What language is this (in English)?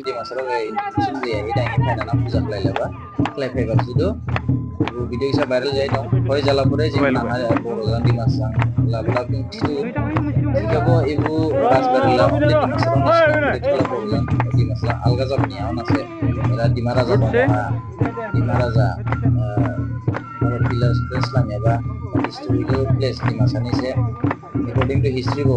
Dimasa